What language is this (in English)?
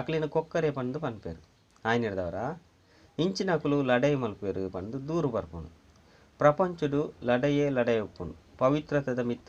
Tulu